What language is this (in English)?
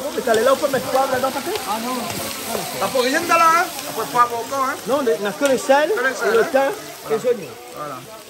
Réunion Creole French